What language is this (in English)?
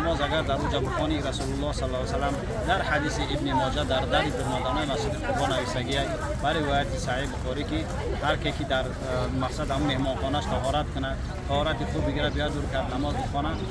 Tajik